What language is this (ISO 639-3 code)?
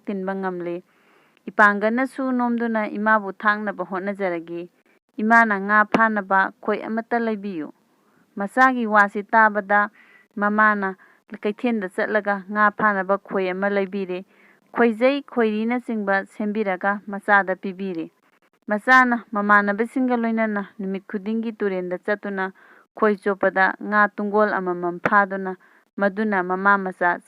mni